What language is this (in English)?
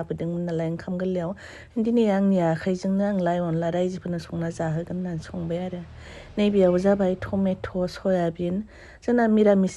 Bodo